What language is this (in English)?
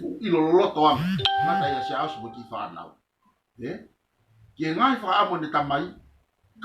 Tongan